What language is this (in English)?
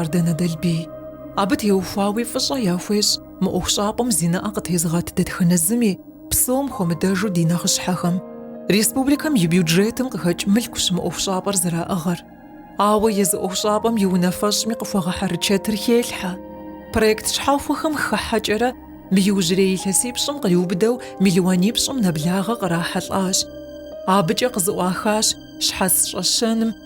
Kabardian